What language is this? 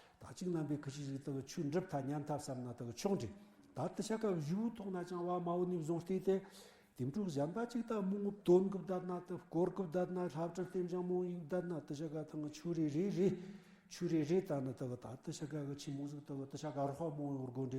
Tibetan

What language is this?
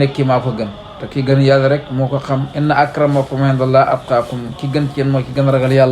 Wolof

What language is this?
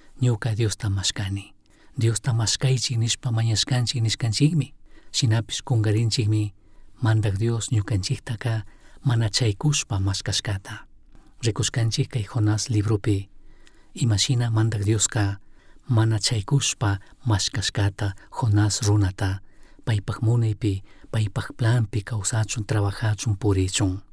Chimborazo Highland Quichua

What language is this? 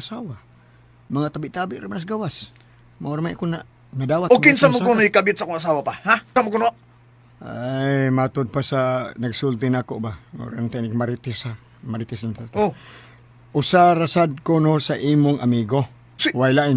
Cebuano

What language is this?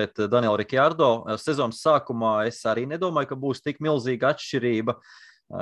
Latvian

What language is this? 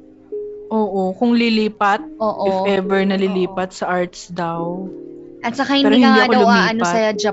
Filipino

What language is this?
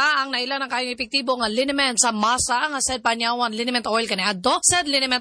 Cebuano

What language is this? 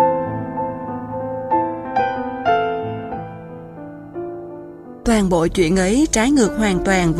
Vietnamese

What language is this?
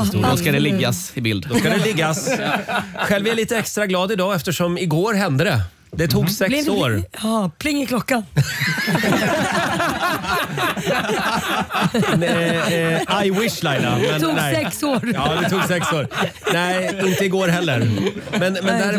Swedish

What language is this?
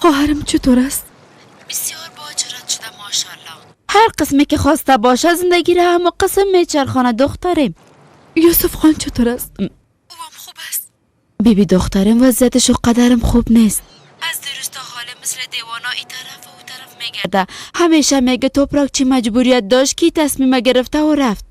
Persian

